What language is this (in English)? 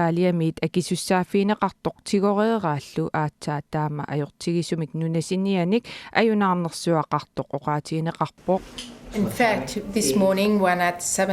Kalaallisut